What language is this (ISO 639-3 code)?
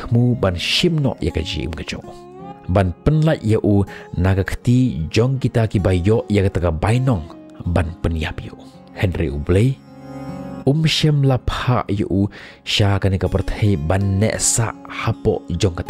kha